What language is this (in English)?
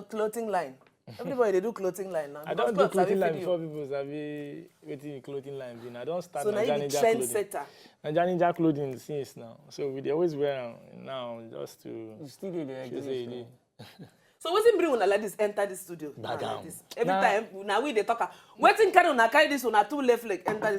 Nigerian Pidgin